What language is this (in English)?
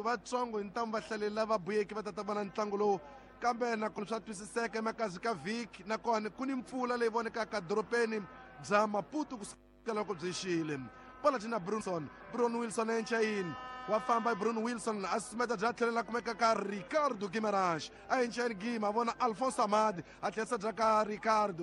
Tsonga